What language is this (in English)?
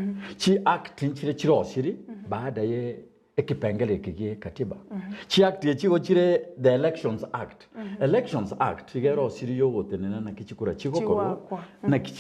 Gusii